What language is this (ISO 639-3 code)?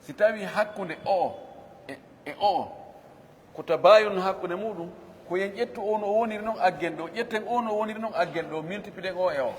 ful